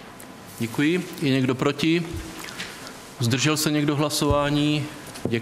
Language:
Czech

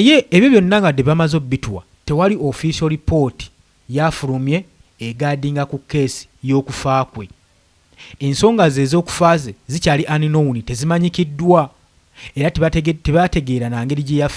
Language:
Ganda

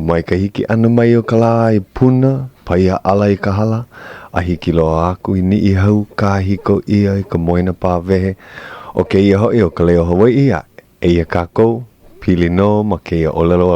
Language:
Hawaiian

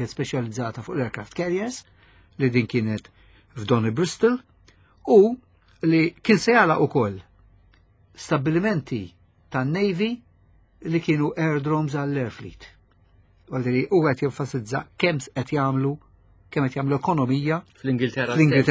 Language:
Maltese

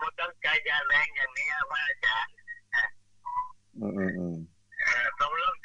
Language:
Thai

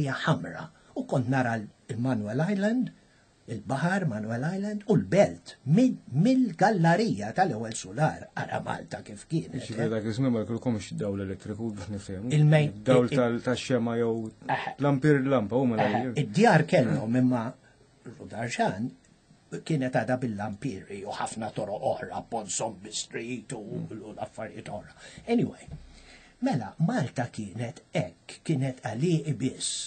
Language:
Maltese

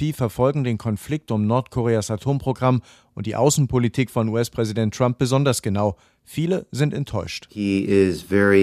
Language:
German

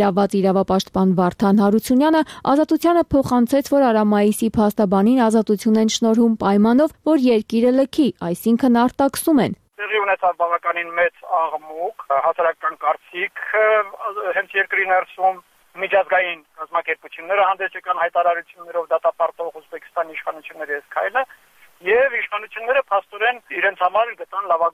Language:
Armenian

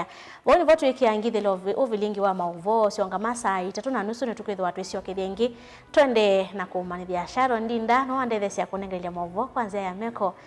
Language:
Kamba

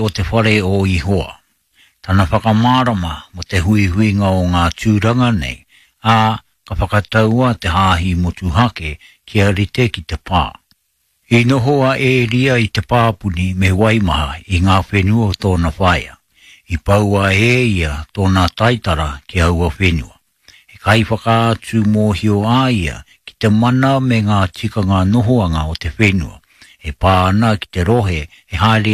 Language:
Māori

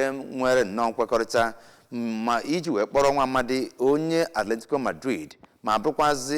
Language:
Igbo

